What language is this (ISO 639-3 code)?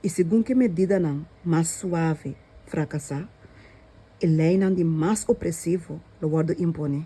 pap